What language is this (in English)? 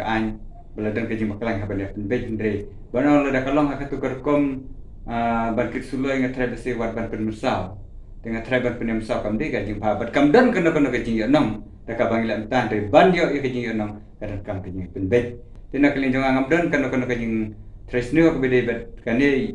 Khasi